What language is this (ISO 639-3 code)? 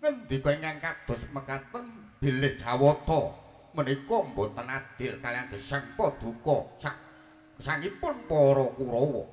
jav